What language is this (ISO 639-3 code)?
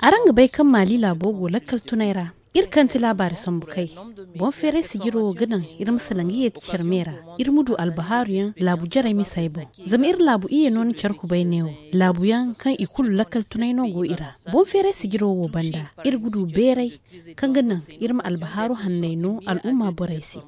dje